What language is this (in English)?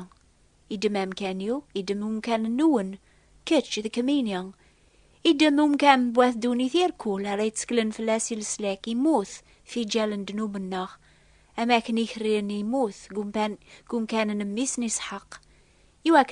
Kabyle